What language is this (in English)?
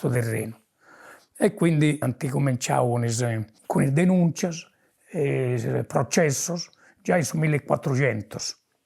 Sardinian